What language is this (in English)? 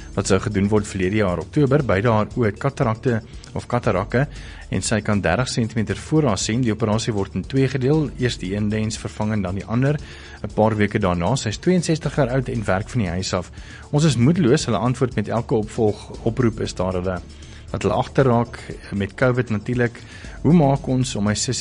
Afrikaans